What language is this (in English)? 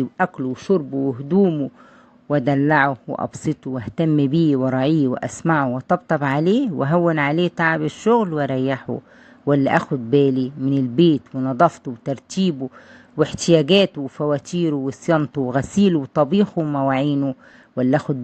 Egyptian Arabic